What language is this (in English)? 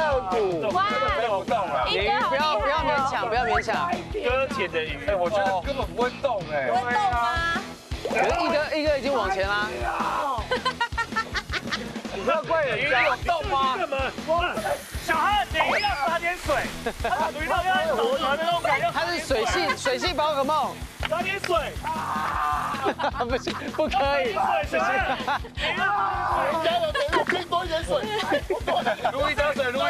Chinese